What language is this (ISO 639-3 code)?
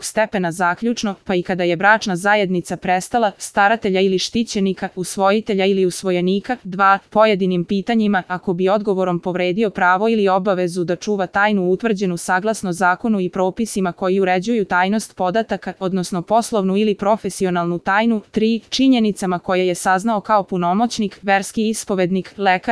srp